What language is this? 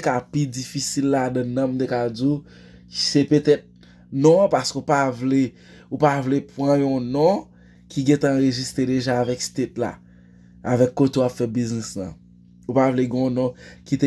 Haitian Creole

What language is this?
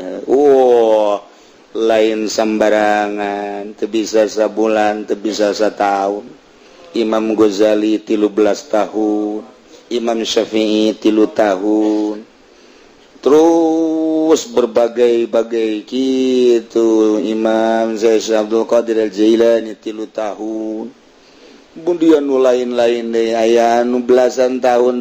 Sundanese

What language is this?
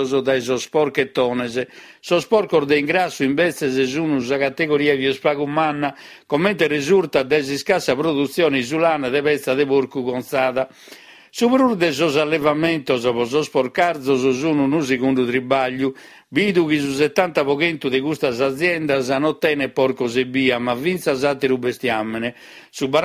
Sardinian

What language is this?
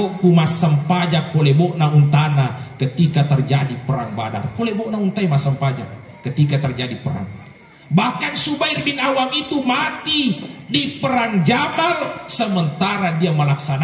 Buginese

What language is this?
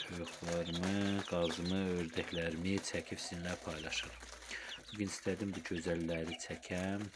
Azerbaijani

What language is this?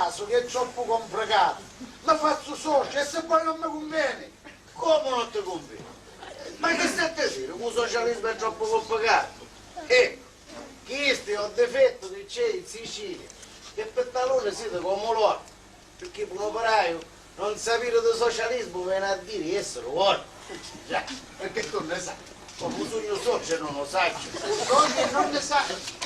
Sicilian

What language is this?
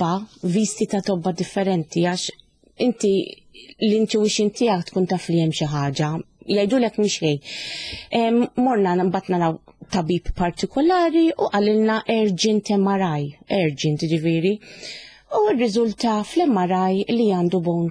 Maltese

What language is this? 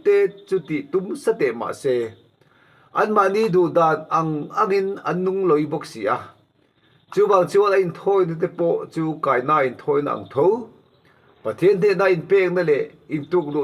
Mizo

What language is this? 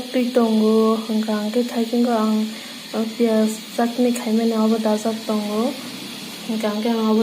Kok Borok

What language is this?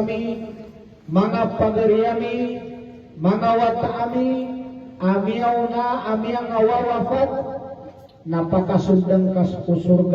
Maranao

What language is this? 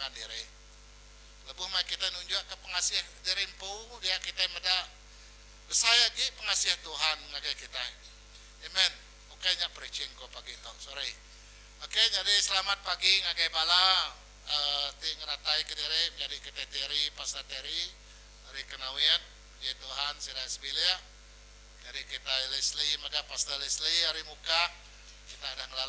Iban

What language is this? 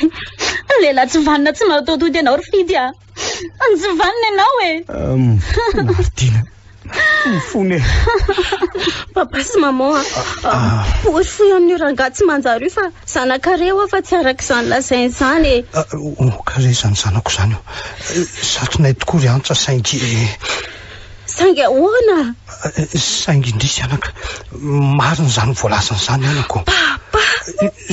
Malagasy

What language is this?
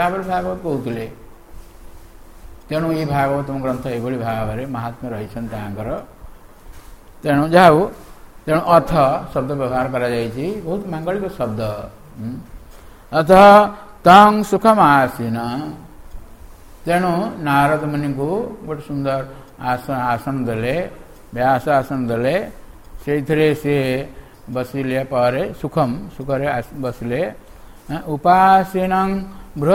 Odia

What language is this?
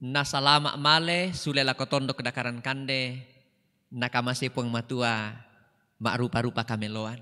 Toraja-Sa'dan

